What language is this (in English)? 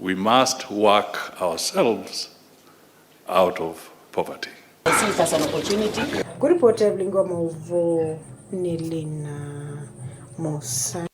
Kamba